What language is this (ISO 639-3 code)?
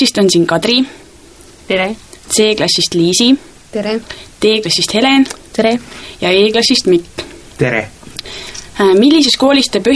est